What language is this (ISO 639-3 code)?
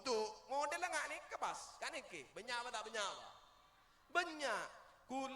mad